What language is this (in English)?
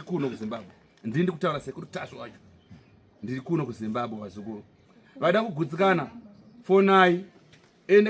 Shona